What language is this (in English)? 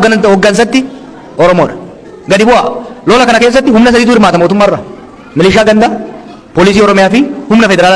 Oromo